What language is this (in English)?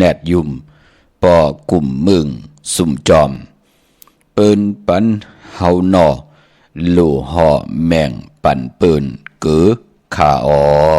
Shan